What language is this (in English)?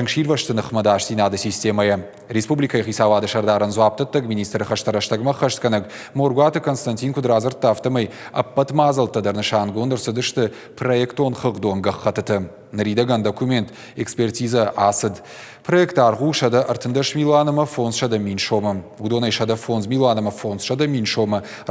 Ossetic